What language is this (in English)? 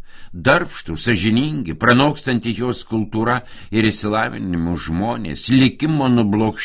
Lithuanian